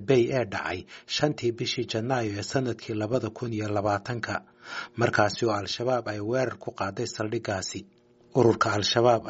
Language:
Somali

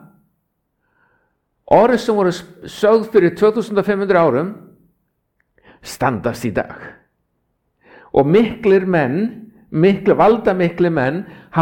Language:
Icelandic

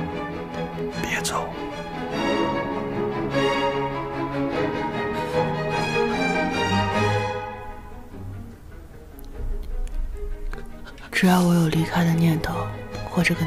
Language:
Chinese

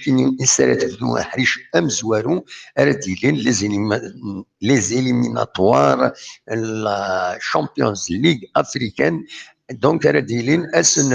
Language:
Kabyle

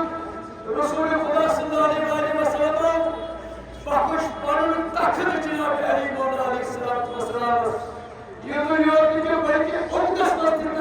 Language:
Kashmiri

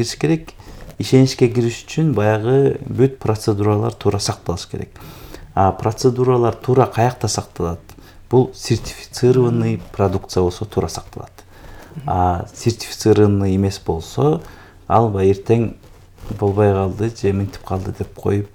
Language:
Kyrgyz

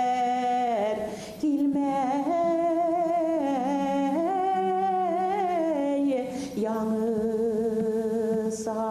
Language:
Bashkir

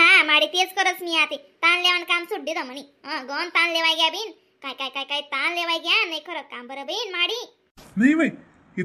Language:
Khandesi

